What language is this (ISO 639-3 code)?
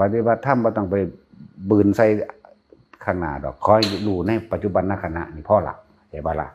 tts